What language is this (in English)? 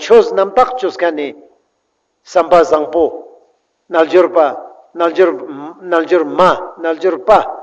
Ladakhi